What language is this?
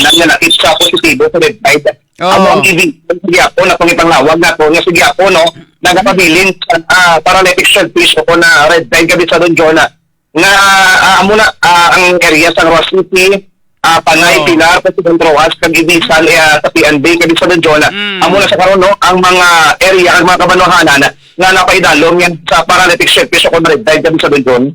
Hiligaynon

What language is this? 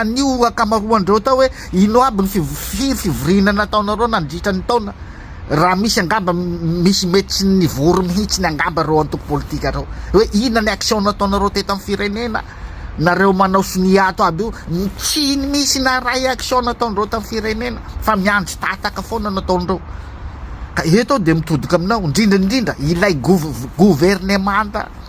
Malagasy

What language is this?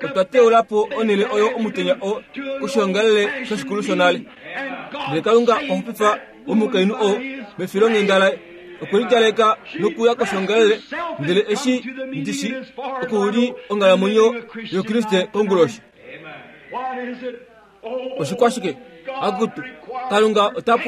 Kuanyama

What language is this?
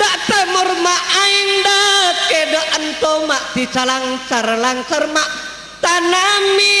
Madurese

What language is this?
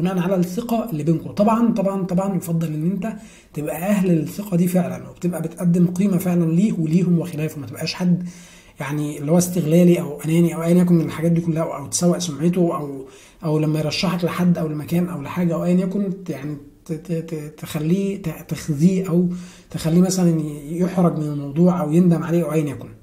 Egyptian Arabic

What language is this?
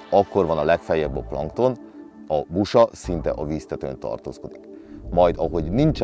Hungarian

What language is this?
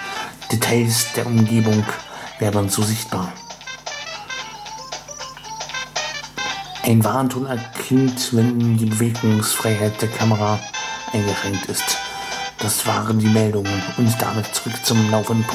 German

